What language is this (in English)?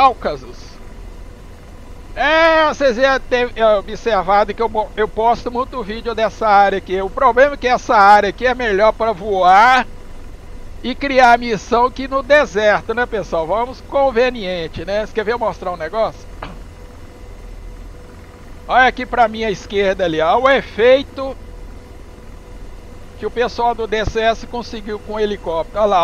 Portuguese